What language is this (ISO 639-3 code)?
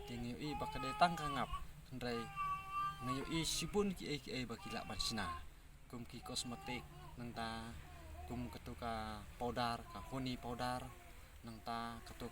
kha